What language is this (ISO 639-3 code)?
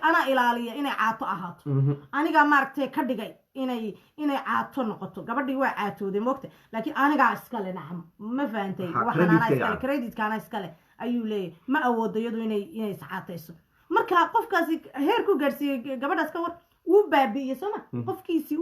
som